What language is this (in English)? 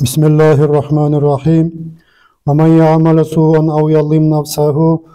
Nogai